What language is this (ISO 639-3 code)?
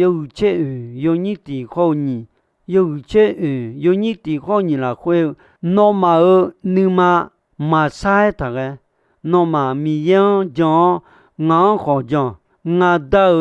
ahk